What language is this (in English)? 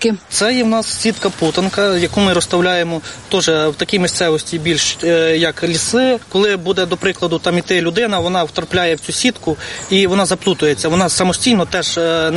Ukrainian